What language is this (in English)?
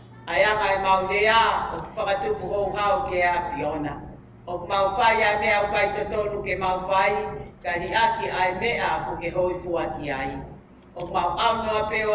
Tongan